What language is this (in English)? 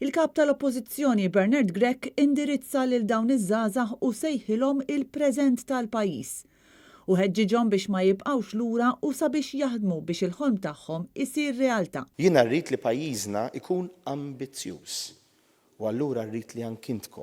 Maltese